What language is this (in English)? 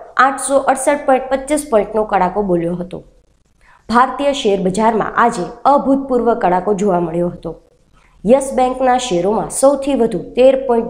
Gujarati